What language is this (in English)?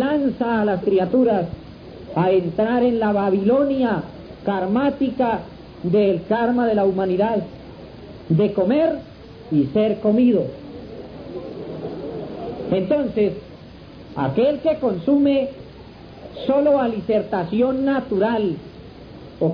Spanish